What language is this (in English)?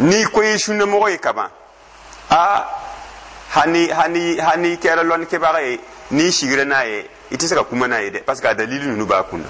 Dyula